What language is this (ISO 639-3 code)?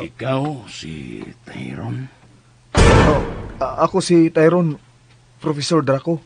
ceb